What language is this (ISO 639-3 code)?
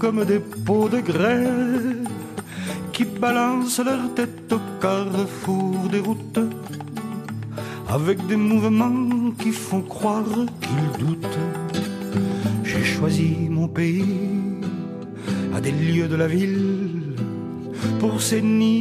fra